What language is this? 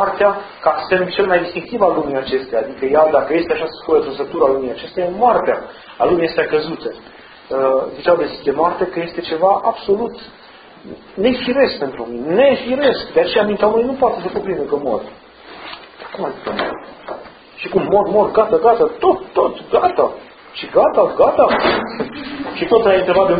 Romanian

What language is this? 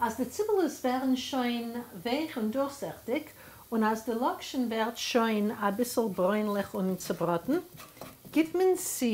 Yiddish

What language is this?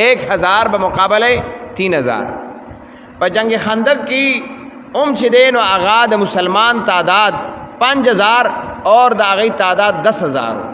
Pashto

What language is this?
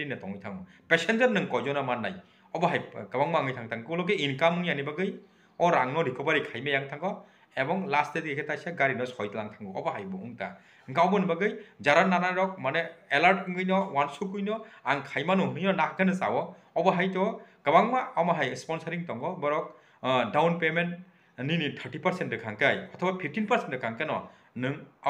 Kok Borok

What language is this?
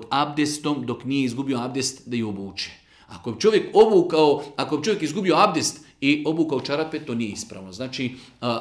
Bosnian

